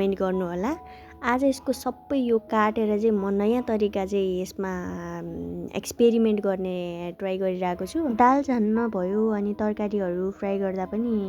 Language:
Nepali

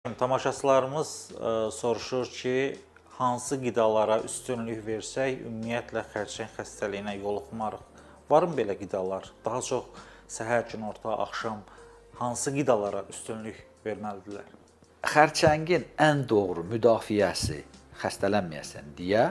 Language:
Azerbaijani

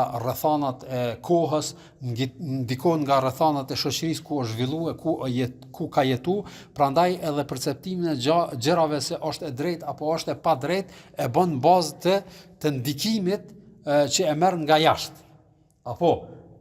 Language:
Albanian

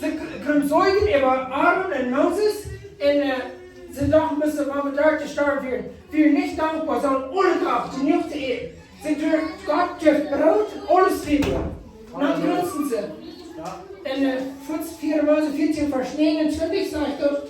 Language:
Plautdietsch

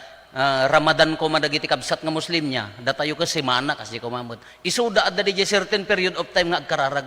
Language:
Iloko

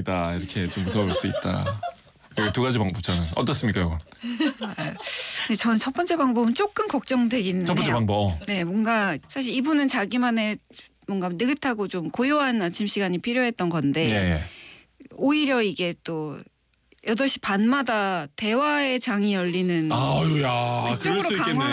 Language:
Korean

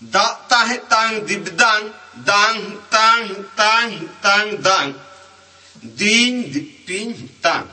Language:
Santali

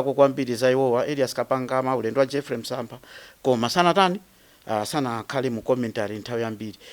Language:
Nyanja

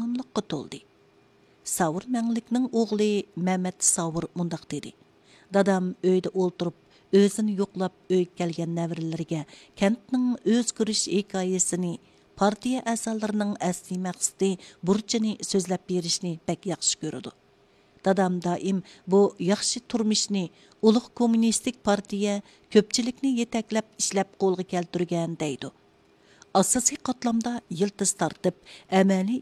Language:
Uyghur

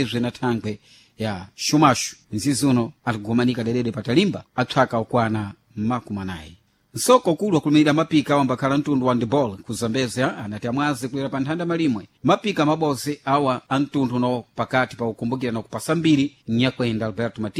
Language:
Sena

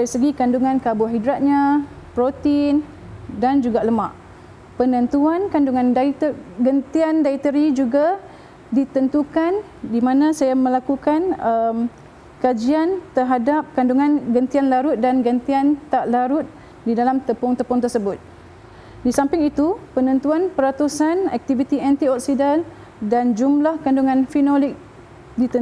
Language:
Malay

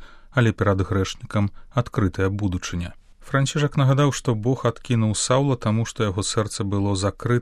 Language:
Belarusian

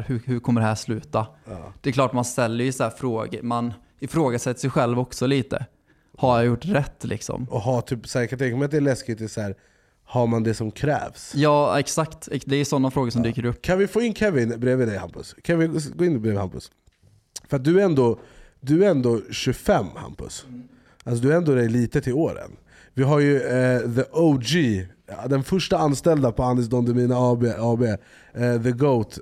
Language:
Swedish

